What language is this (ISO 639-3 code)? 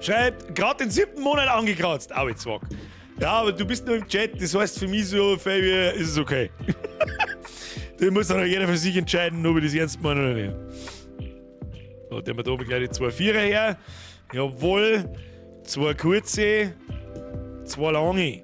bar